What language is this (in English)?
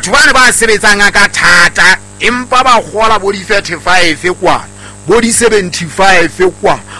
Southern Sotho